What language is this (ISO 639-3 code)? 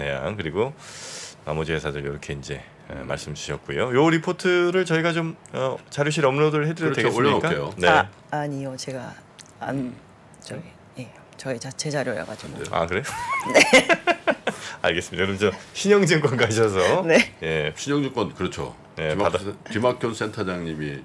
kor